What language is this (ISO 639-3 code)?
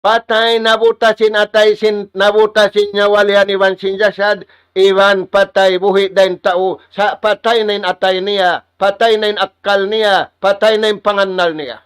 tsg